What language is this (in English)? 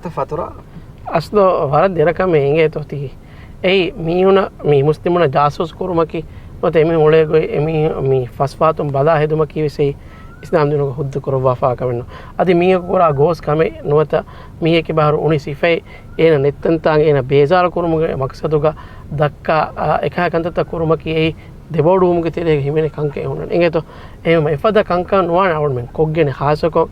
Divehi